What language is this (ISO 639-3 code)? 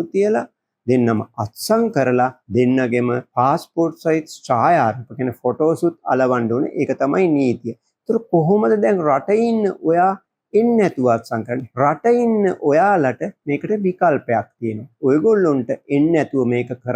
sin